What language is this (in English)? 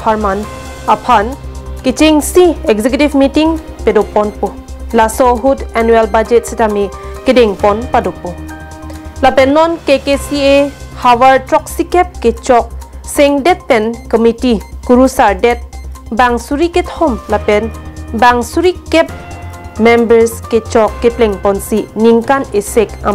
Karbi